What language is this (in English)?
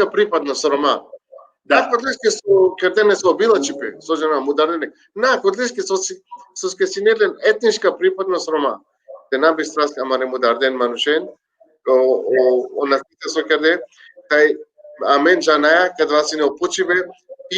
Balkan Romani